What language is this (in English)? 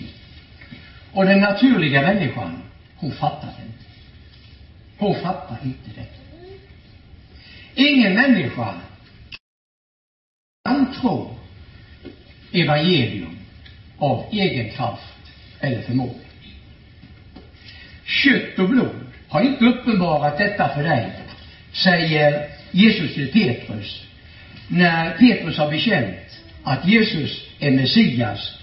Swedish